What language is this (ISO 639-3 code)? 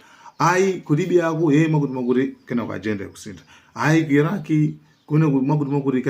nya